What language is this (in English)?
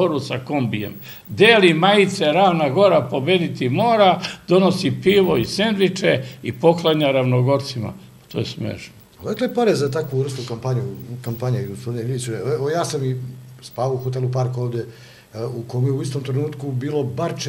Serbian